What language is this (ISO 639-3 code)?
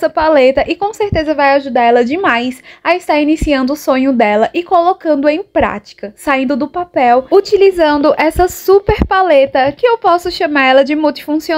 por